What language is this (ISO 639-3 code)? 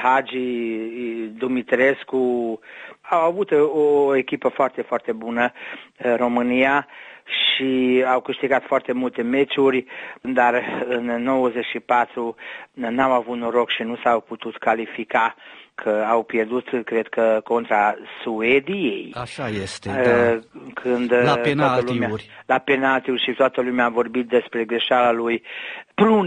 ron